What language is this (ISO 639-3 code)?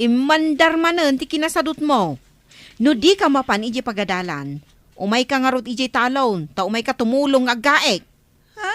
ilo